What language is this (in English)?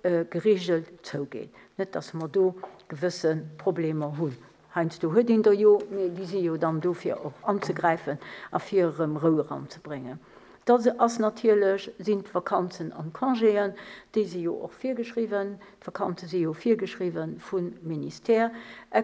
Luxembourgish